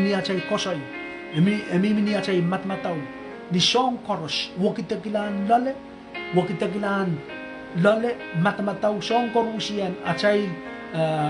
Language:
Pohnpeian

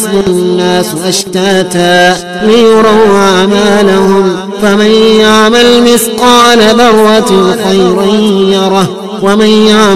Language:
Arabic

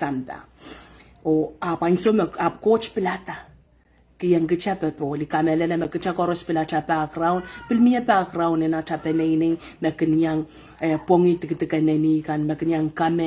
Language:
Pohnpeian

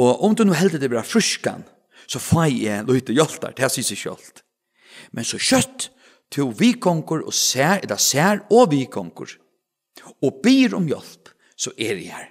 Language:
Faroese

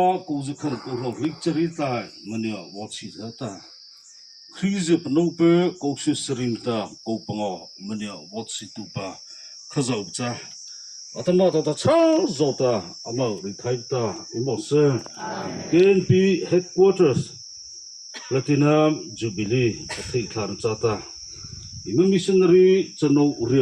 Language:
Mara Chin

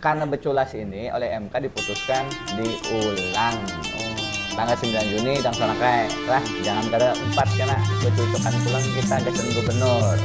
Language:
Banjar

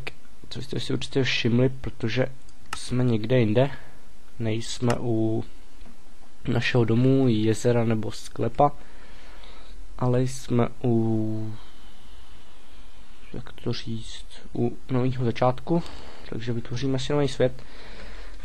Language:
Czech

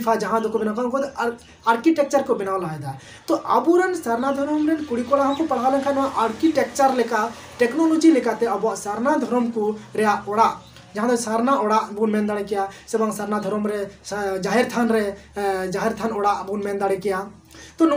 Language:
Santali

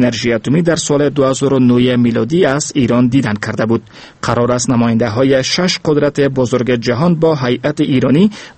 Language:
Persian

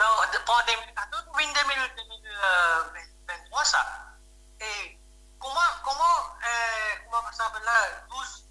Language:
Morisyen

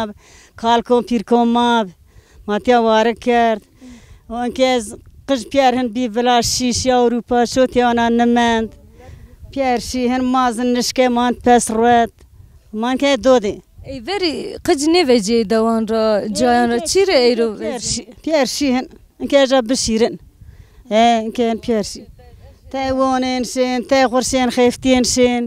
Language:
Zaza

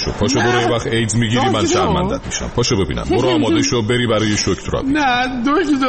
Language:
Persian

